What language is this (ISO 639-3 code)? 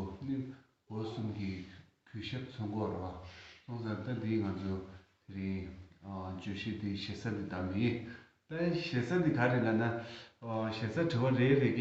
bod